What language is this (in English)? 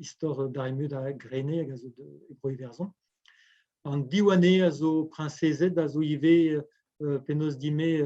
Breton